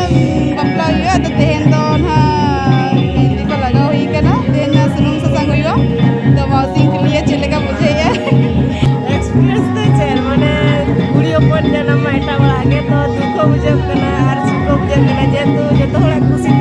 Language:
Santali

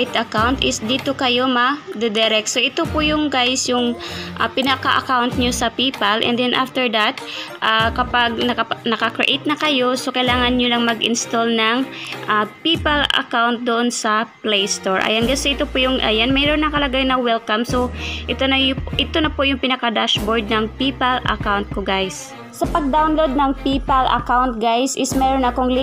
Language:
Filipino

